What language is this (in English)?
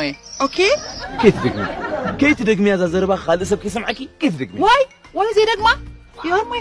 Tigrinya